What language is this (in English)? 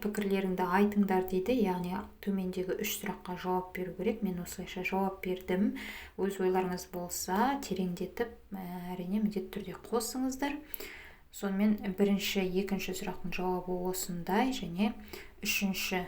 Kazakh